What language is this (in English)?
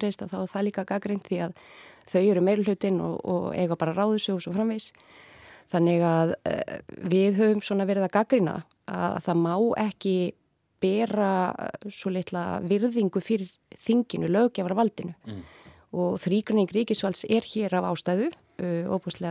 Icelandic